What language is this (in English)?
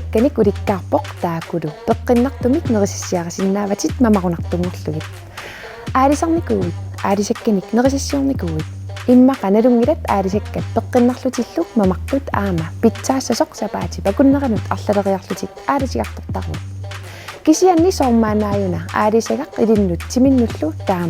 Kalaallisut